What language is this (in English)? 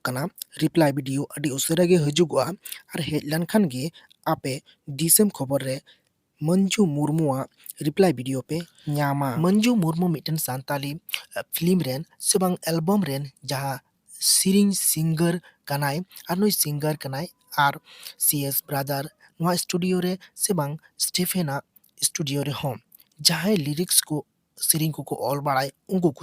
Santali